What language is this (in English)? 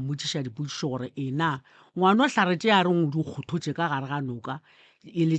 Northern Sotho